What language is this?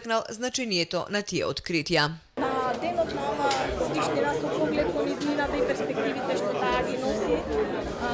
Macedonian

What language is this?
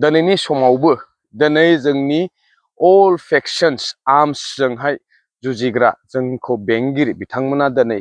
Bodo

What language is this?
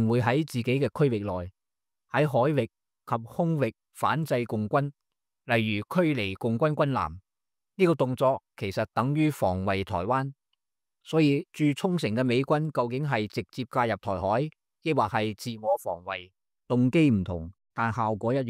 Cantonese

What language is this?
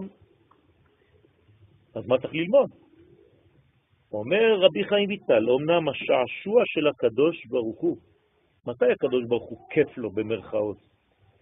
Hebrew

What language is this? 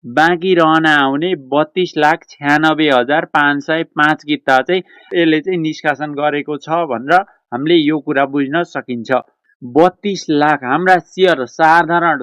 Nepali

